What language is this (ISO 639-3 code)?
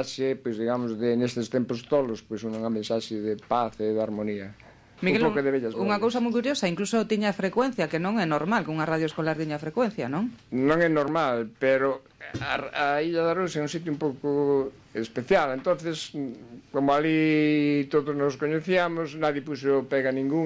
glg